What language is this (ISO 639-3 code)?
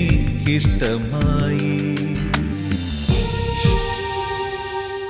mal